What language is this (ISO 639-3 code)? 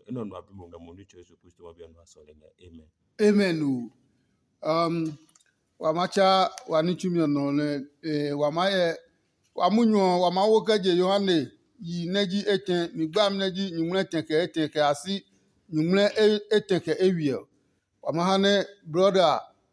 ada